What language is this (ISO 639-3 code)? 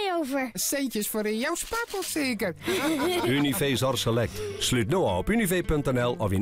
fry